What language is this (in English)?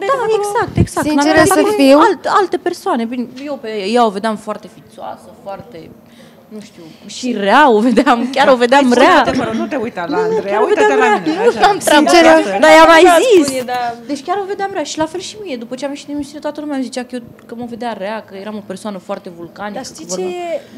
Romanian